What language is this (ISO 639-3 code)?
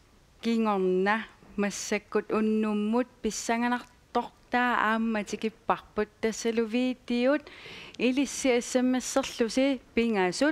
kal